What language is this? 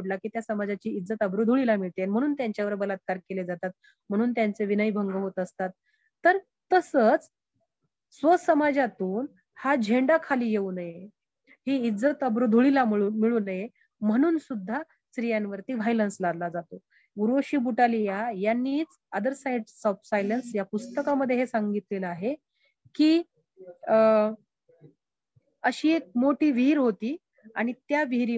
Marathi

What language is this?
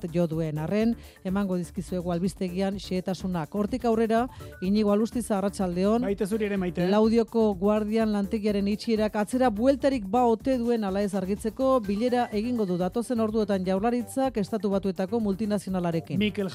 Basque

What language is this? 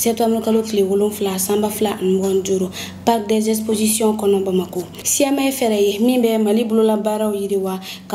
Bambara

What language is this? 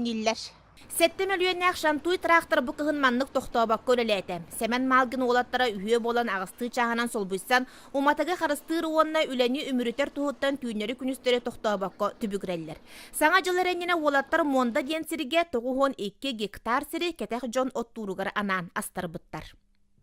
Yakut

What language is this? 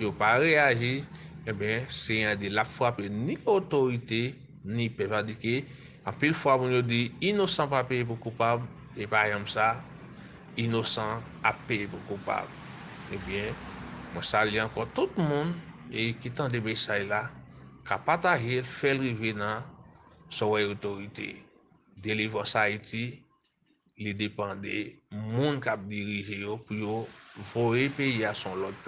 Haitian Creole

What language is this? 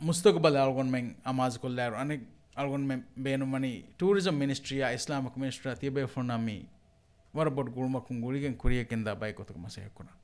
Divehi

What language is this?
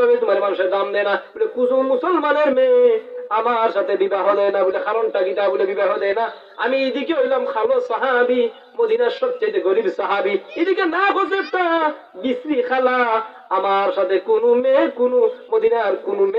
Sylheti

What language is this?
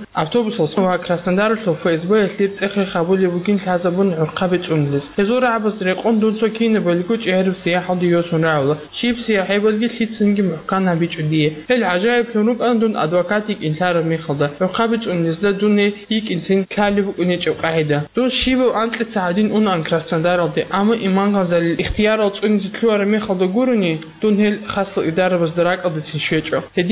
Avaric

